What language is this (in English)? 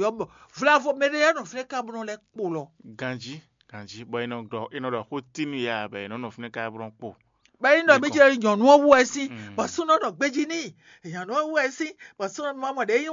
Fon